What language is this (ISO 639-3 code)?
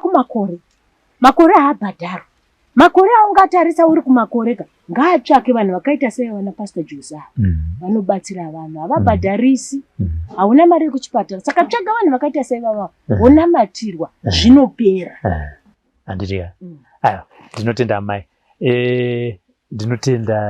sna